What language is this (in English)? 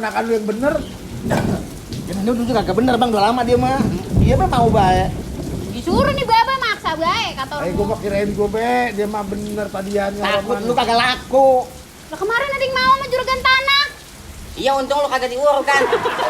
Betawi